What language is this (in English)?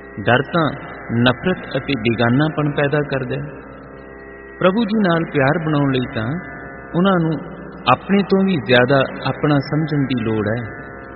Punjabi